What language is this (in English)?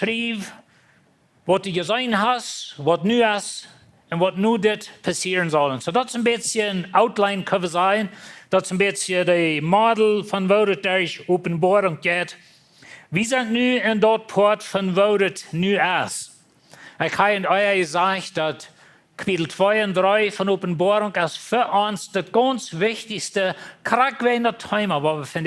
Plautdietsch